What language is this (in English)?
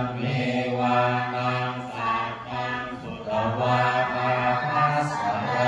Pali